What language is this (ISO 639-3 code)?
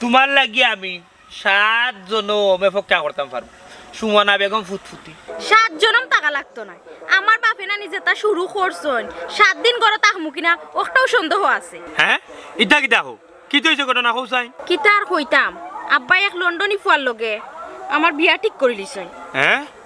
syl